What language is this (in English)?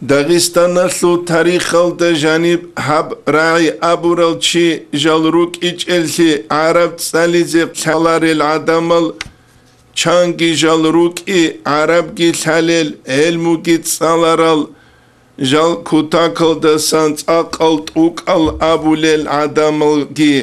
Avaric